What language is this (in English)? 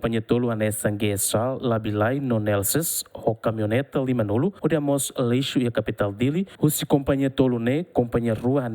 Tetum